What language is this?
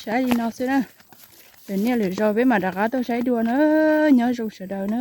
Hmong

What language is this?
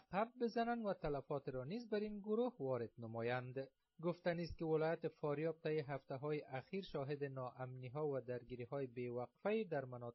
Persian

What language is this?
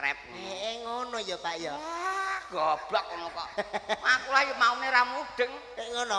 Javanese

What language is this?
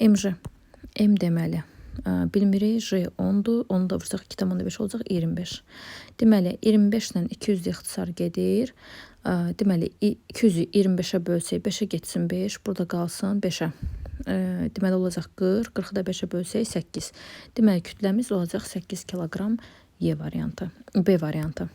Azerbaijani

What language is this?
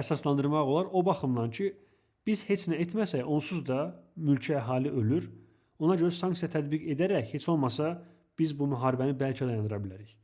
Azerbaijani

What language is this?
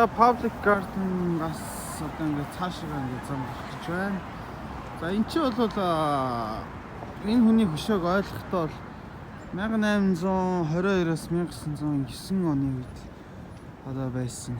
Mongolian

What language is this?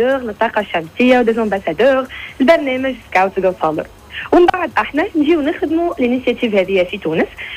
Tunisian Arabic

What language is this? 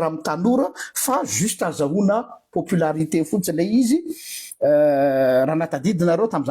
Malagasy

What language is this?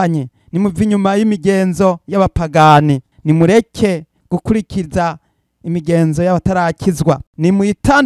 Rundi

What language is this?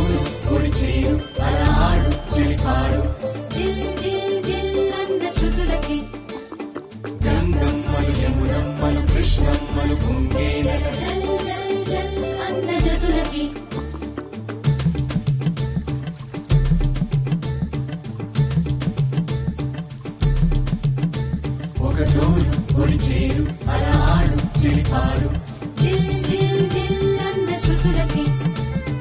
Telugu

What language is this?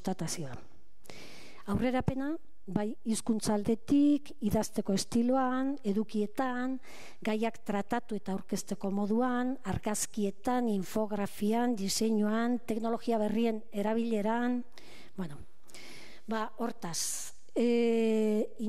Basque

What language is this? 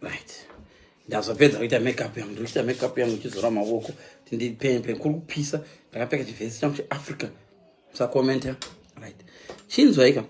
Shona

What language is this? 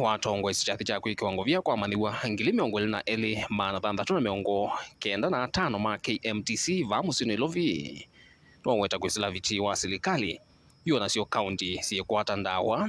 Kamba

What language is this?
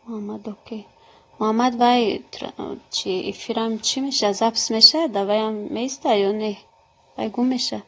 Tajik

